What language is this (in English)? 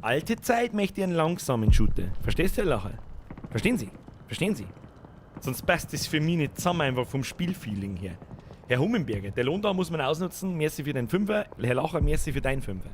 Bavarian